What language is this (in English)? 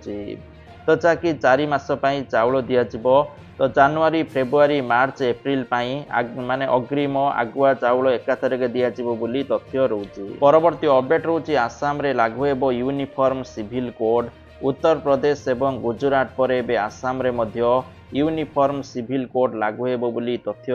Odia